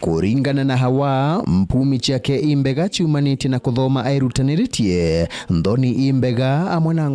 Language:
Meru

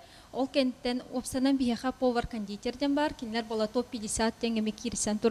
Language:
Yakut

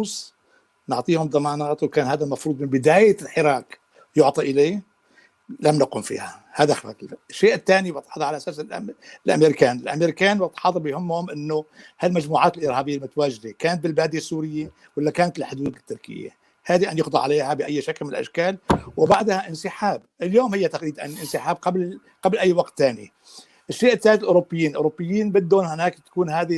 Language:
North Levantine Arabic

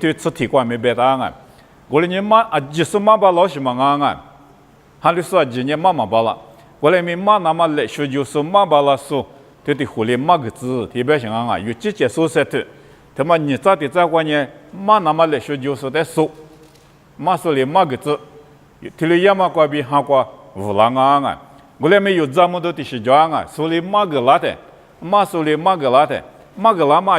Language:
Lisu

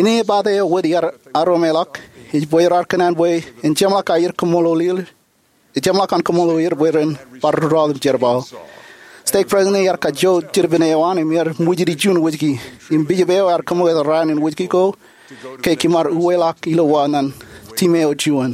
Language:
Marshallese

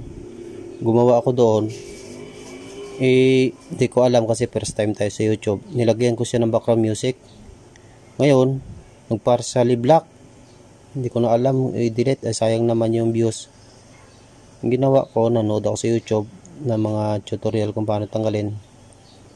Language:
Filipino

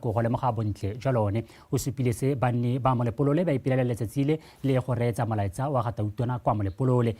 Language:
Tswana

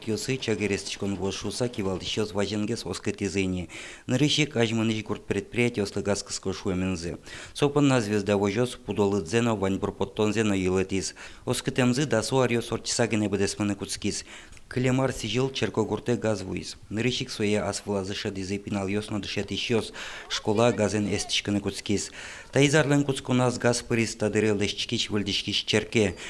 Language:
Udmurt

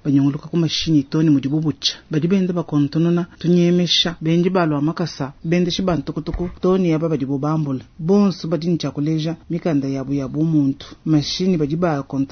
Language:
Luba-Lulua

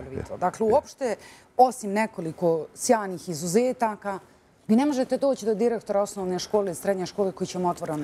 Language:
Bosnian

